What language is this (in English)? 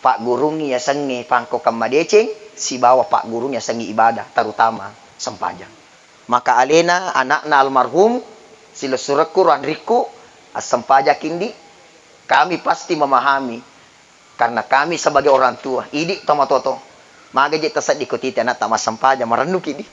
Buginese